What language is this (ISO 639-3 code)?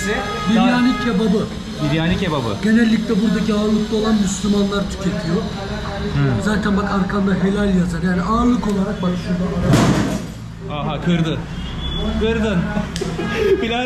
tur